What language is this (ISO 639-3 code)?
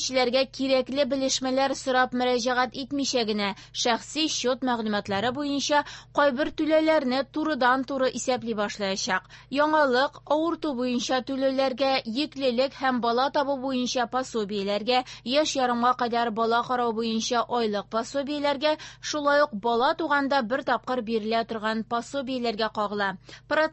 tat